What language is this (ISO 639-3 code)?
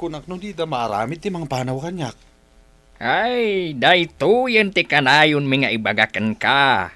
ilo